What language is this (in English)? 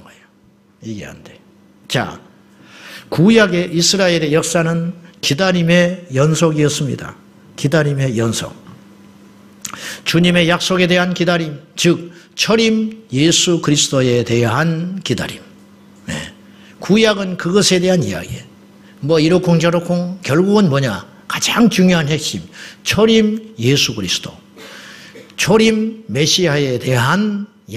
Korean